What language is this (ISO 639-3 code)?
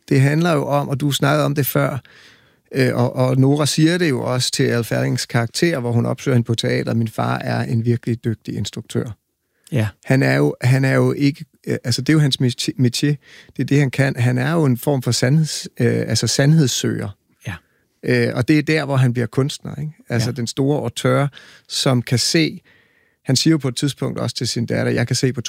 dan